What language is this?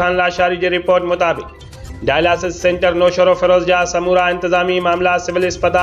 Sindhi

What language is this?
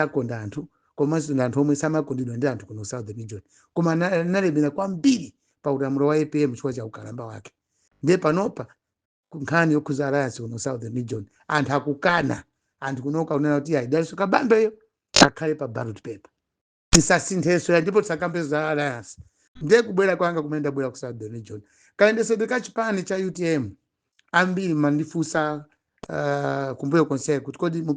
Nyanja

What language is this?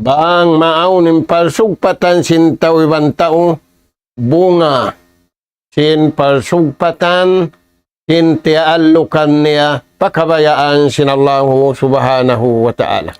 Tausug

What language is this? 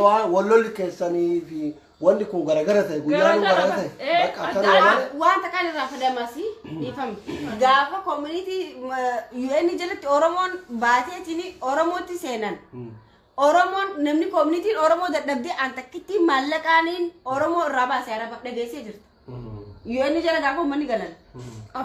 Oromo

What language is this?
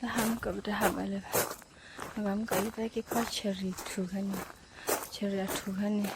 S'gaw Karen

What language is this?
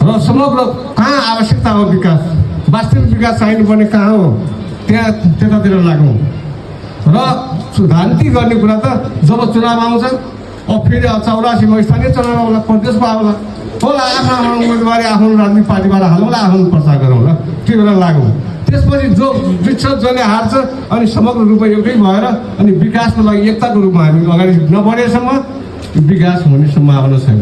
Nepali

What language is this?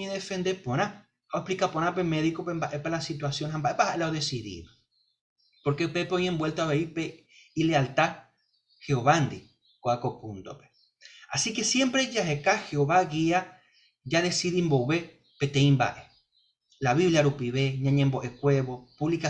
Guarani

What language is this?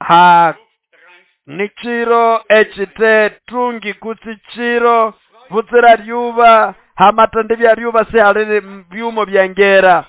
Nande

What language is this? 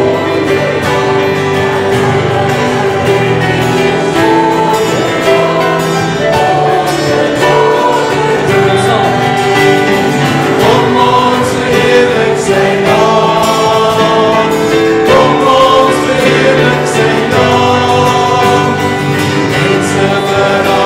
Afrikaans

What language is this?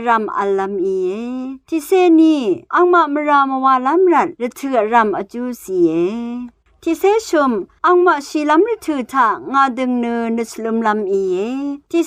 Rawang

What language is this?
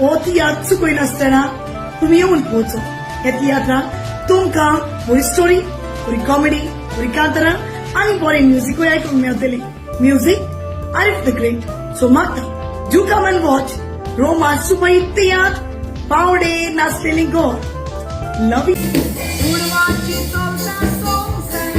Konkani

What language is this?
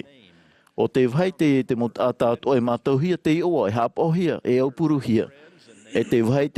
Tahitian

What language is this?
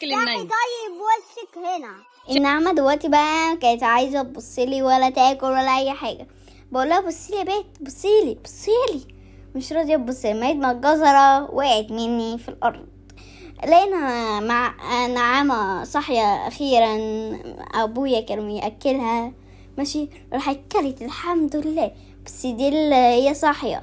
Egyptian Arabic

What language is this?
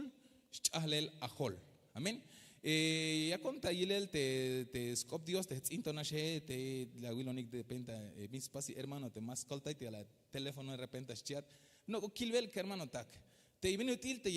Tzeltal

